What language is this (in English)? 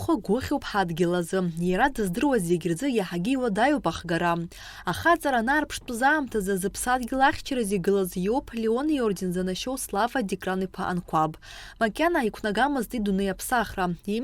Abkhazian